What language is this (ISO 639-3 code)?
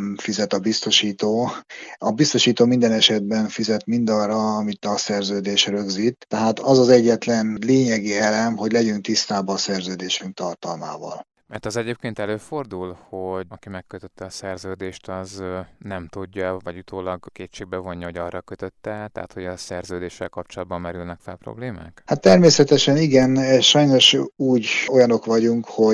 hun